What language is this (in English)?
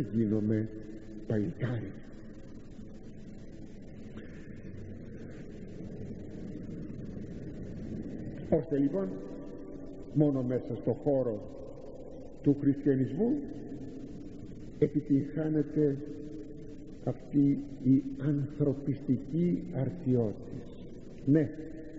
Greek